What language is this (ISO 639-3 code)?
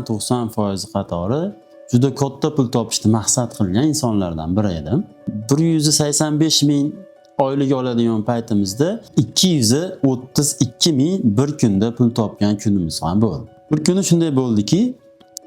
uzb